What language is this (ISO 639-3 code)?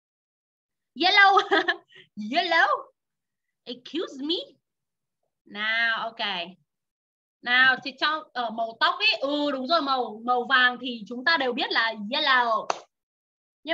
vie